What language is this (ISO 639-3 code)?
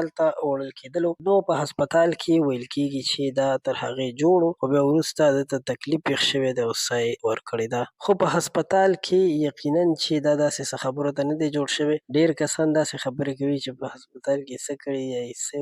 pus